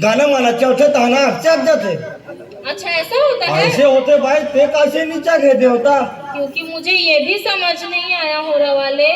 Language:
Chhattisgarhi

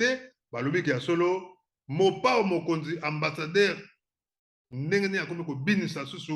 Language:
Lingala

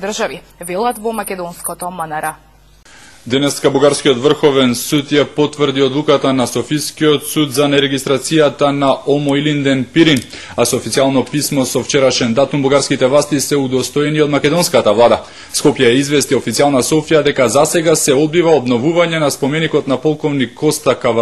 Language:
Macedonian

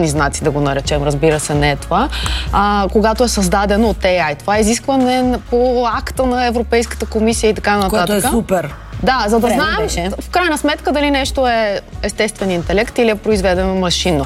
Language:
Bulgarian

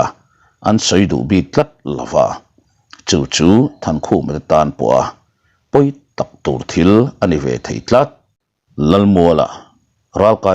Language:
Mizo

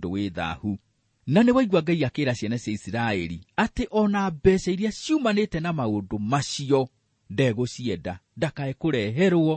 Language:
Kikuyu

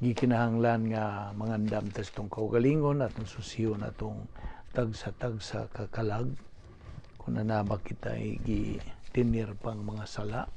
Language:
Cebuano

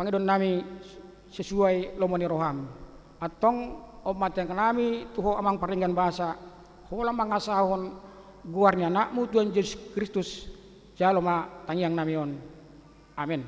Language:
Batak Toba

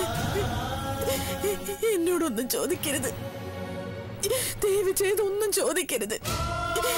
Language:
Malayalam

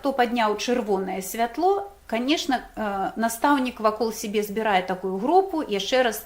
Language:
Belarusian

